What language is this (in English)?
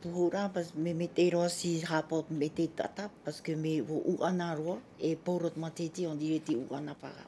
Tahitian